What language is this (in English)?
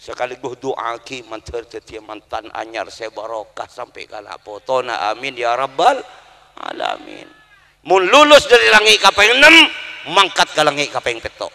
Madurese